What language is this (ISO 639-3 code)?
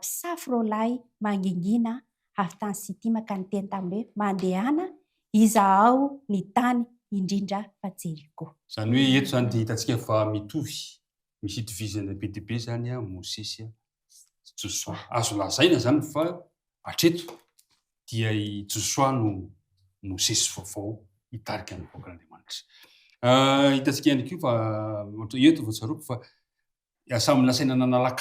mlg